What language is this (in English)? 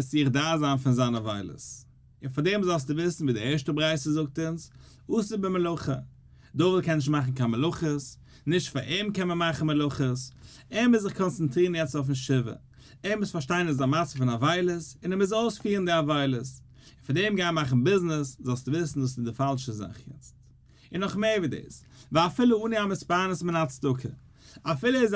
Yiddish